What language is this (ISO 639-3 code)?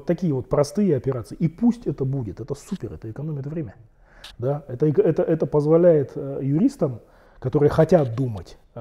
rus